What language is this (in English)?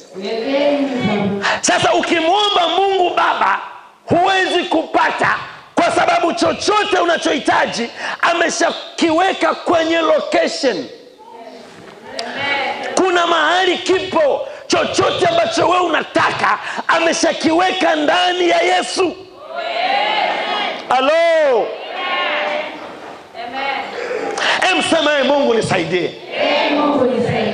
Swahili